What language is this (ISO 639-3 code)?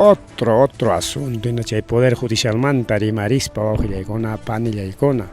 quy